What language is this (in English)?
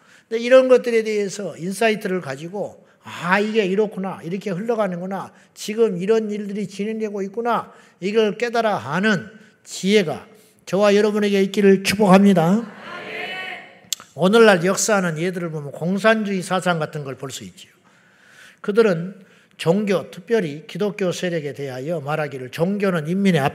Korean